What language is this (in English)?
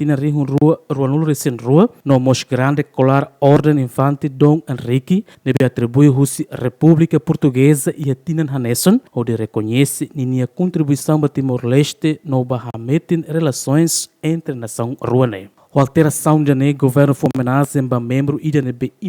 Tetum